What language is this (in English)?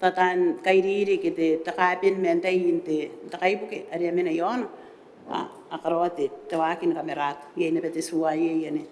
Gilbertese